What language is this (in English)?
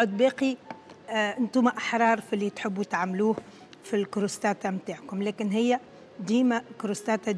Tunisian Arabic